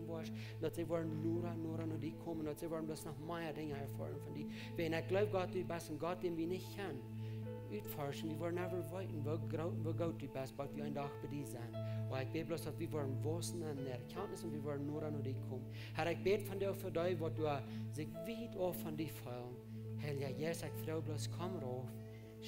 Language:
Plautdietsch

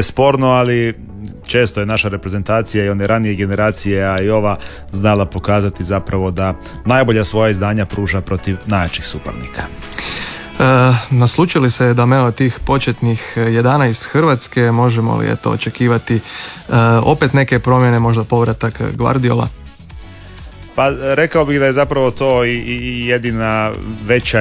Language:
Croatian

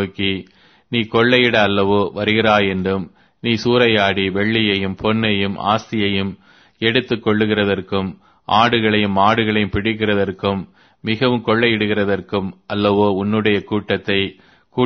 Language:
Tamil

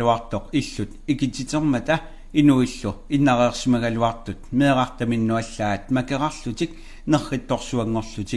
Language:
Kalaallisut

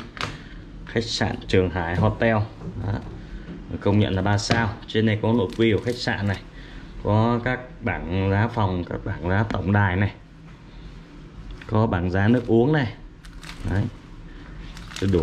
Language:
Vietnamese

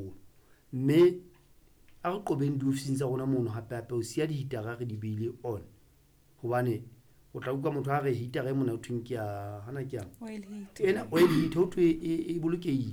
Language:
Southern Sotho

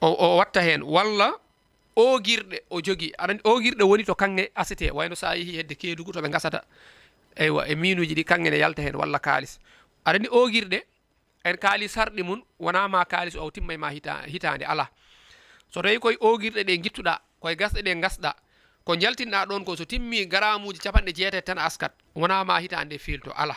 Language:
Fula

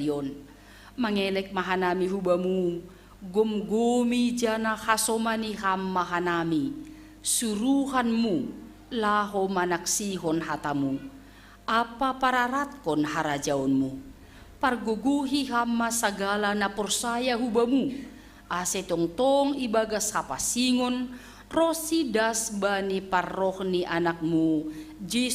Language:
Batak Simalungun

